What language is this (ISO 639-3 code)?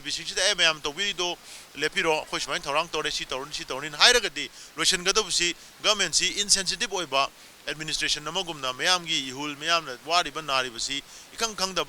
mni